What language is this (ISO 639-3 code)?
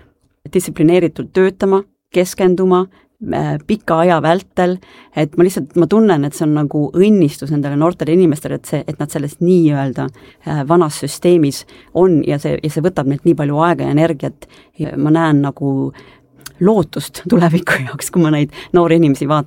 est